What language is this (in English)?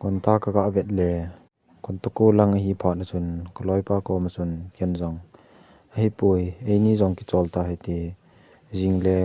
Thado Chin